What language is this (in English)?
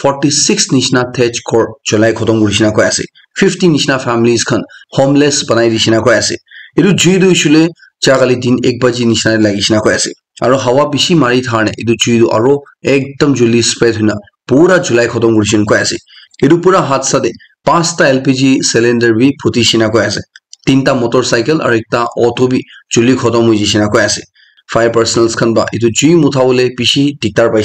Naga Pidgin